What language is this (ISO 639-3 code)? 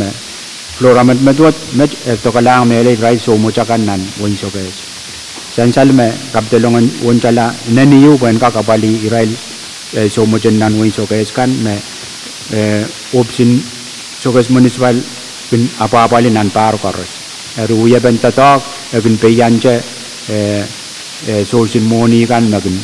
pon